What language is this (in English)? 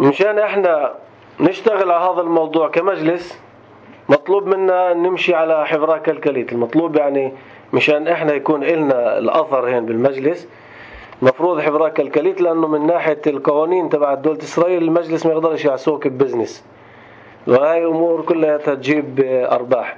North Levantine Arabic